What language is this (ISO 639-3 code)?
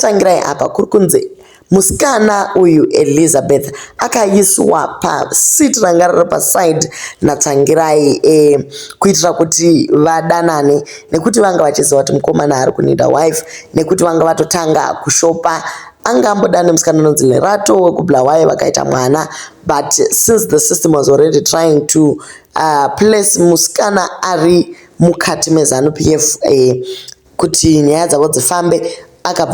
sna